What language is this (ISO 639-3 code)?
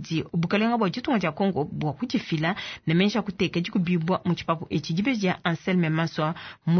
lua